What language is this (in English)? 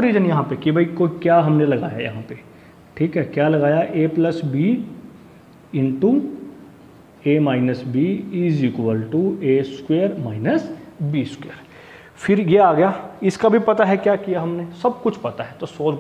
Hindi